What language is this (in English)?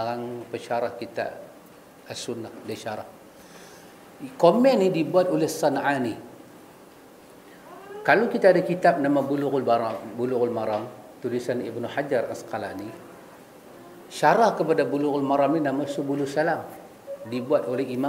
Malay